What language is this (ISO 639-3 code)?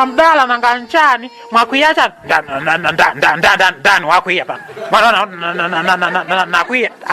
nya